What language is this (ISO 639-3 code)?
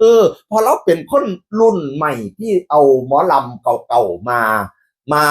tts